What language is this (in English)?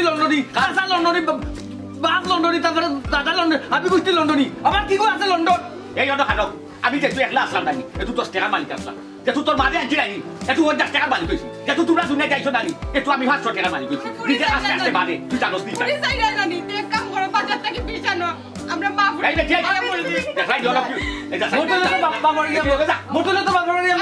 Sylheti